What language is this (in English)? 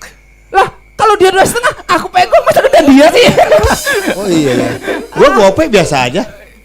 Betawi